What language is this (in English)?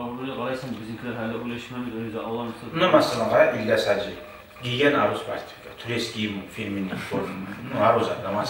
Kumyk